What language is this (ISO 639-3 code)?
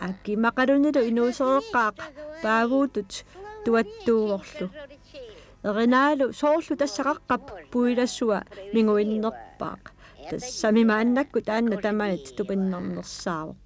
kal